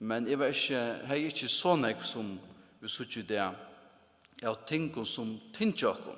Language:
Faroese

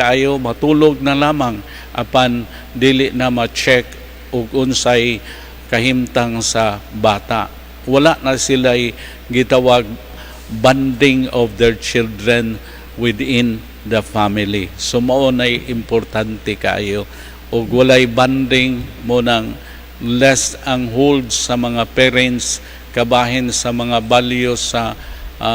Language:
Cebuano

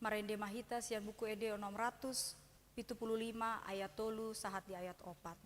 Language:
Batak Toba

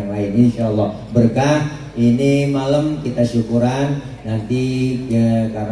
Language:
Betawi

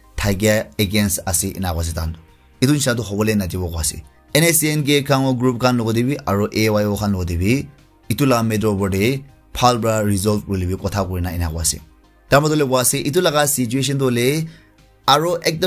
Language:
Naga Pidgin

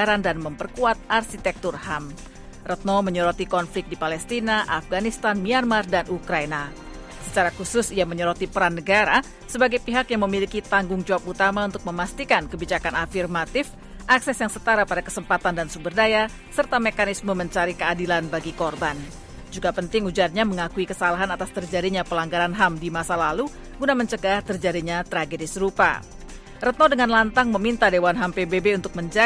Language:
Indonesian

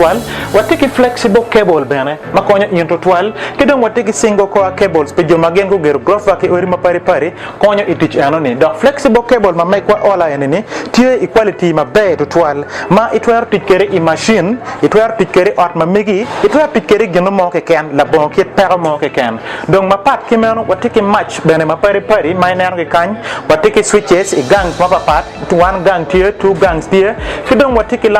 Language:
Acoli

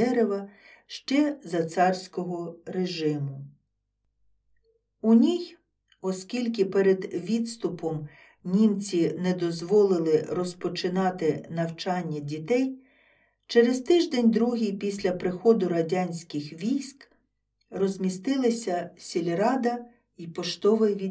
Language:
Ukrainian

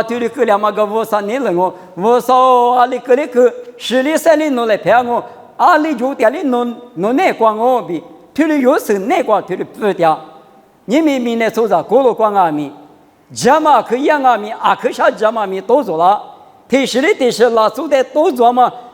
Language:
Lisu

